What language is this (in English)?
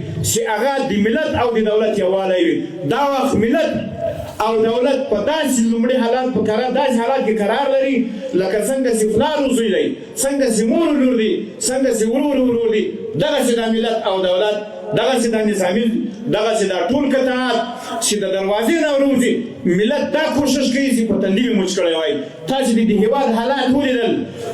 Pashto